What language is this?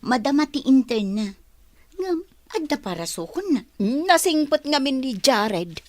Iloko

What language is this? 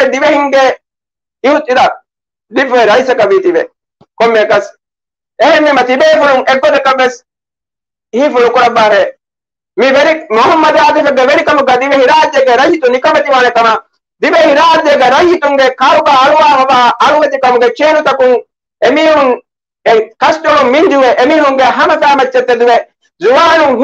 Divehi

